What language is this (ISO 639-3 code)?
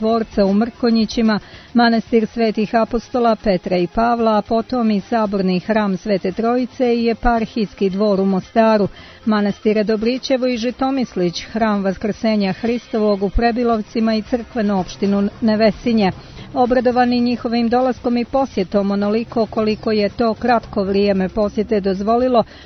srp